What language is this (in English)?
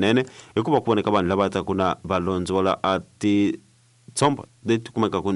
Tsonga